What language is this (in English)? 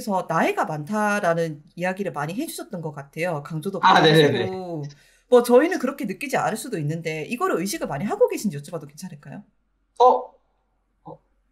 Korean